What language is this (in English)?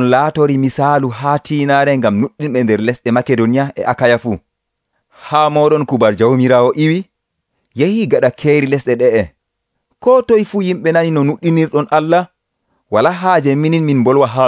Nigerian Fulfulde